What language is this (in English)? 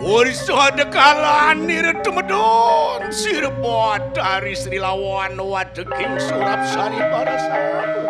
Balinese